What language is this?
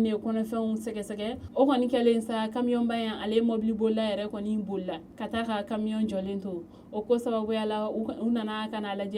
Bambara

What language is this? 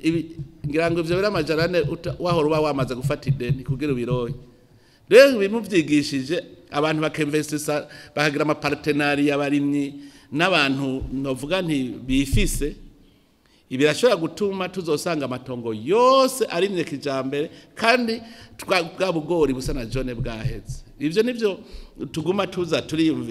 Rundi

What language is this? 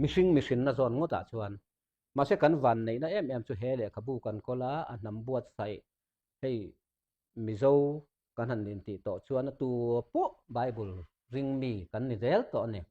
Mizo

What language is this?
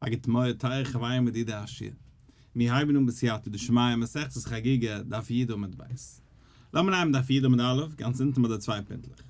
Yiddish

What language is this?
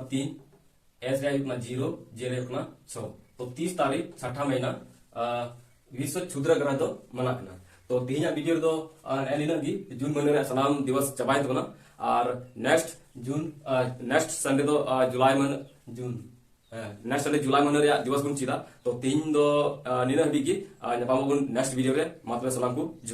Santali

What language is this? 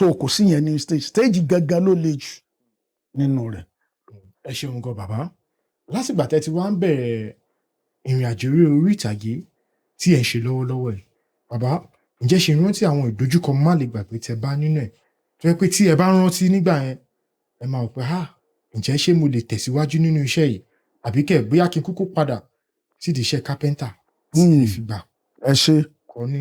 Yoruba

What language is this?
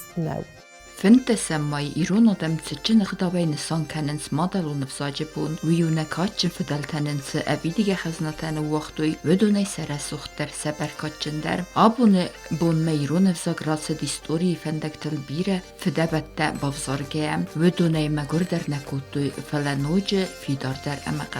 Ossetic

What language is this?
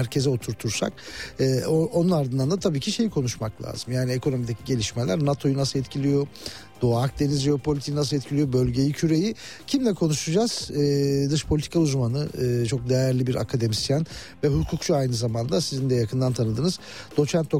Turkish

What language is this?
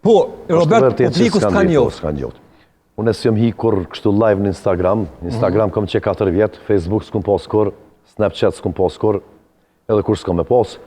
Albanian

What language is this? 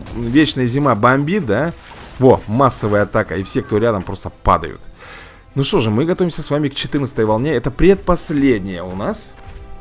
Russian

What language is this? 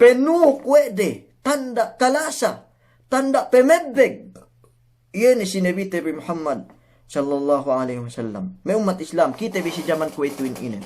Yakan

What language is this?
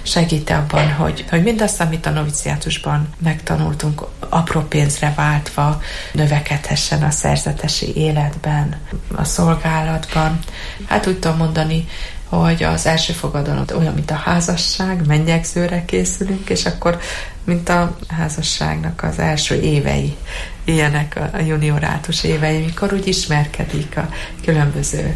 Hungarian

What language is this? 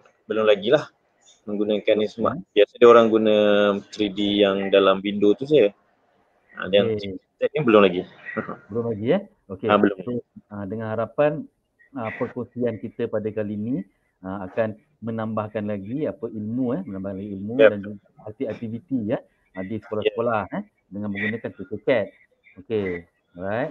Malay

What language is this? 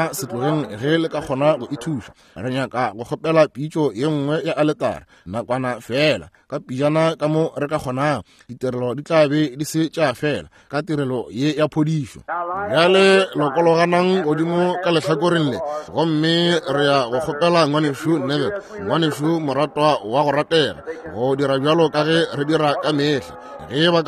Northern Sotho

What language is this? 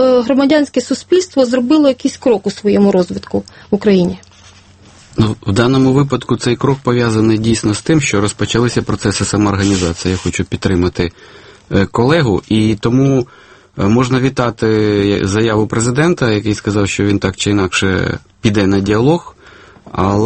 Ukrainian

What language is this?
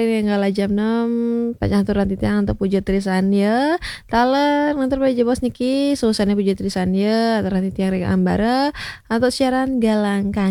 Balinese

